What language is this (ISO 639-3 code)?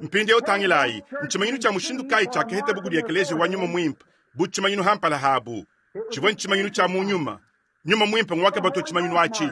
lua